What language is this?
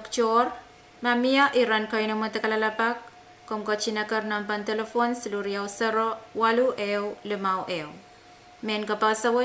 Pohnpeian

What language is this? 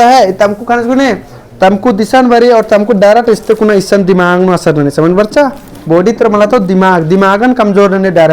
Kurukh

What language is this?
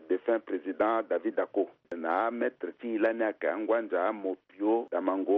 Sango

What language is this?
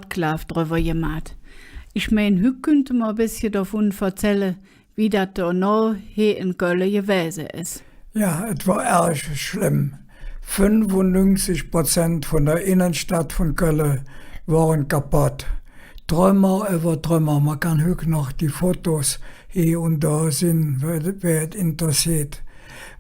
Colognian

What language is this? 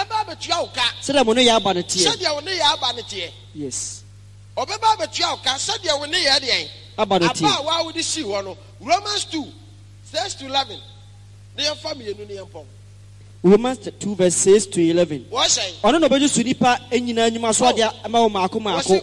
Akan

